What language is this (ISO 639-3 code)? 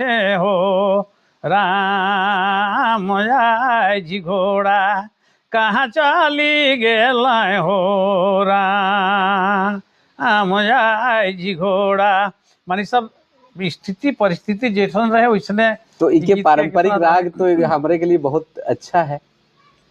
sck